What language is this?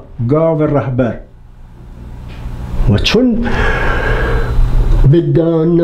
Persian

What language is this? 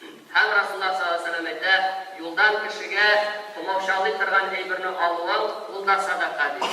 Tatar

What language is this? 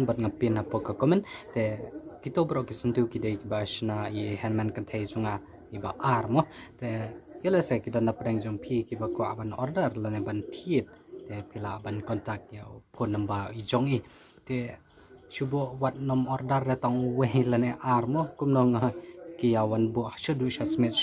Khasi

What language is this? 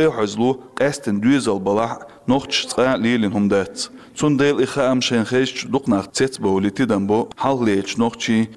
Chechen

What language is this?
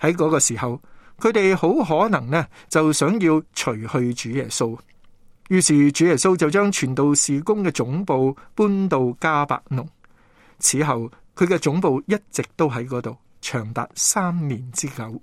Cantonese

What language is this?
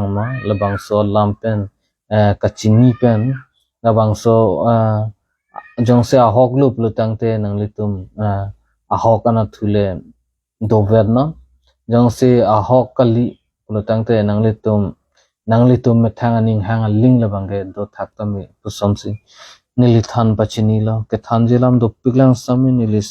Karbi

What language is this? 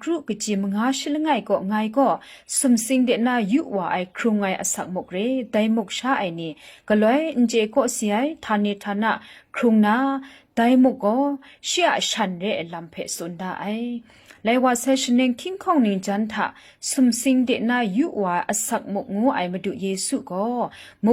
Kachin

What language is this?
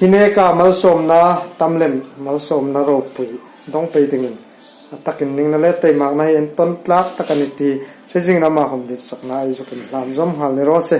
Hmar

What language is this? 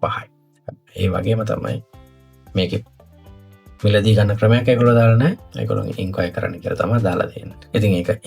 Sinhala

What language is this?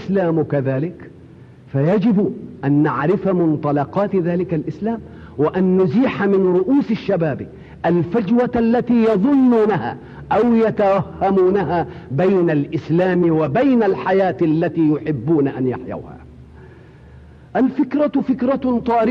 Arabic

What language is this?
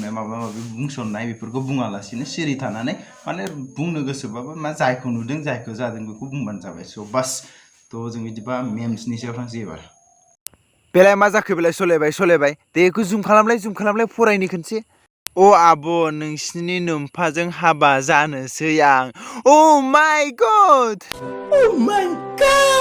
Bodo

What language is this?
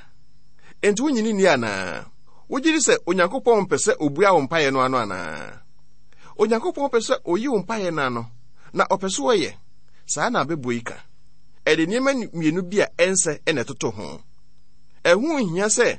Akan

